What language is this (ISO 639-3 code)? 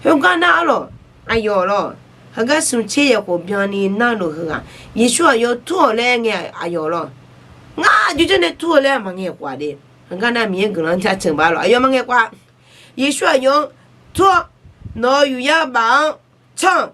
ahk